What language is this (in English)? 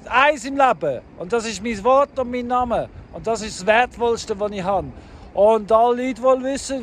Swiss German